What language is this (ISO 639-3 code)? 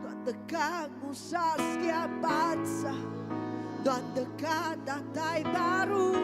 iba